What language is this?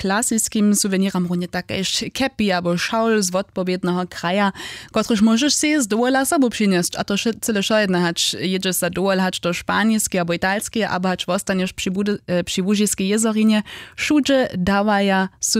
Upper Sorbian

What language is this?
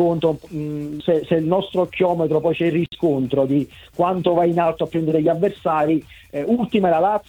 Italian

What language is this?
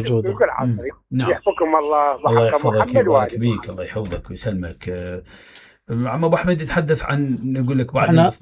Mesopotamian Arabic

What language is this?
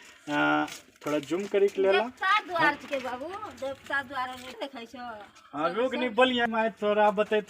Angika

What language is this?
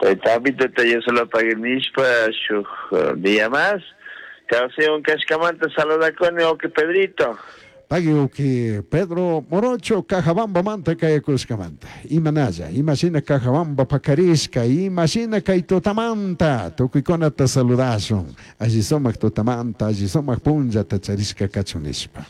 Chimborazo Highland Quichua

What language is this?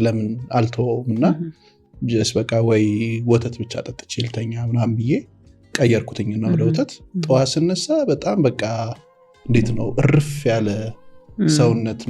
Amharic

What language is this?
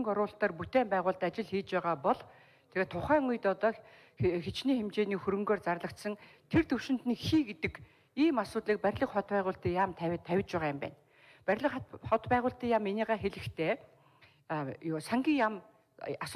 Mongolian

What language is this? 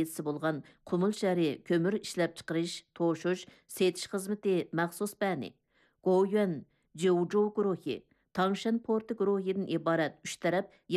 Uyghur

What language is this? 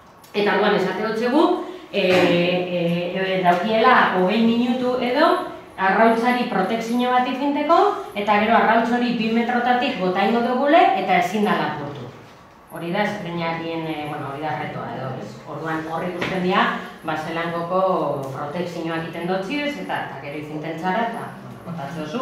Basque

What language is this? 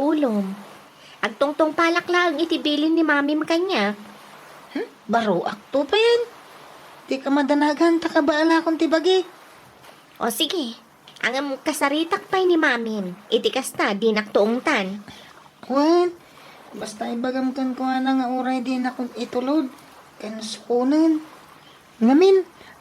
Iloko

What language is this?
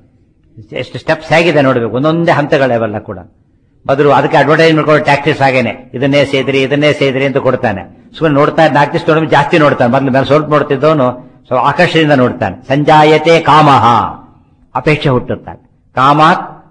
Kannada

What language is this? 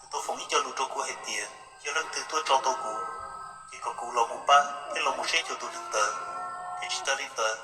Hmong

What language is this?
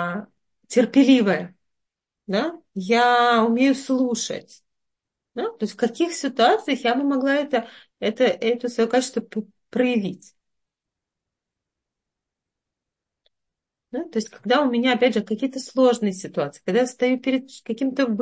Russian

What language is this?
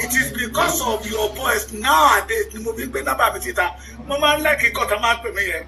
Yoruba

